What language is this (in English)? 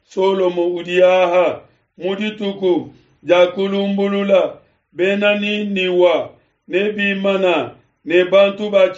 Luba-Lulua